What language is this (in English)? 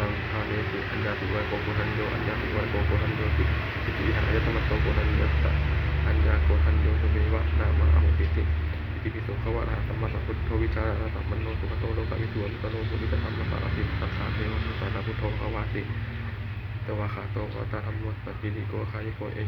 Pali